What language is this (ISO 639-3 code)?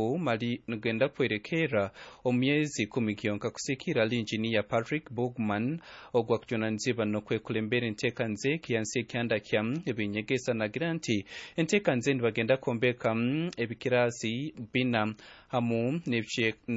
nyn